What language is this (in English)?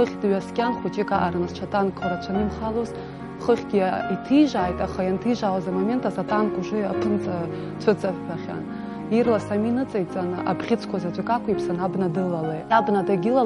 Abkhazian